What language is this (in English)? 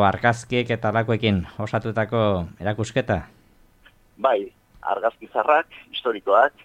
Basque